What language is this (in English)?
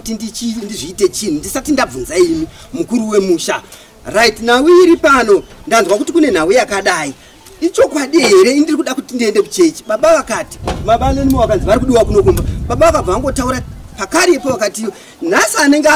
Shona